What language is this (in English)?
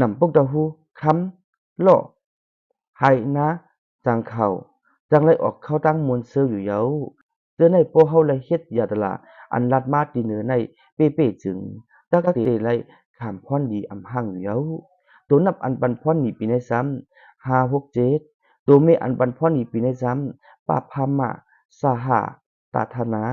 Lao